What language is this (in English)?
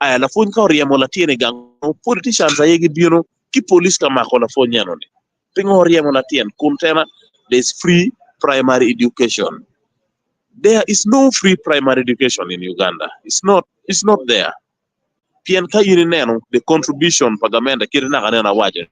Acoli